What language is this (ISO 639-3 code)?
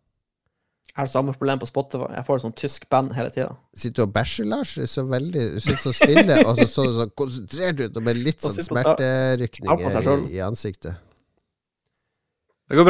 nor